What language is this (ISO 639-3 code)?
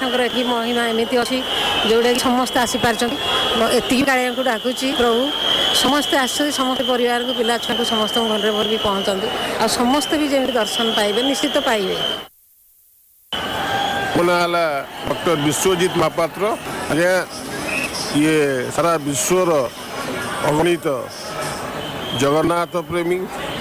ori